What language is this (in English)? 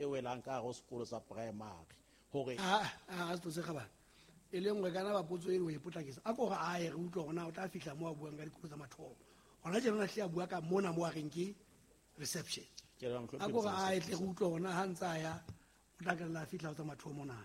Southern Sotho